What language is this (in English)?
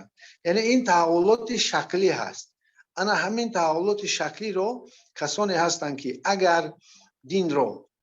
Persian